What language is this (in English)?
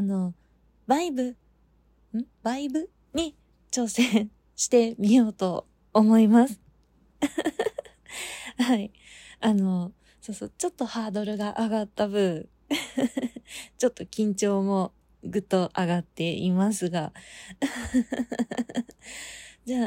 Japanese